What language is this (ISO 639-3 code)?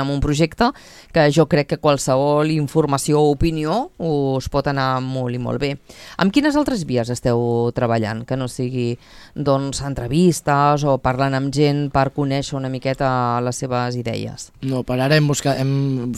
cat